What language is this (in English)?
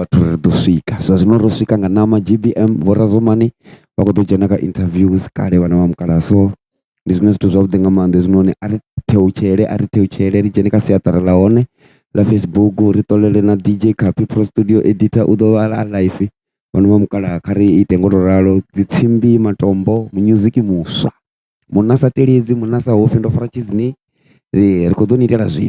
Venda